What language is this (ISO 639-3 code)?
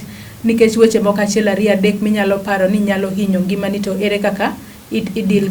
luo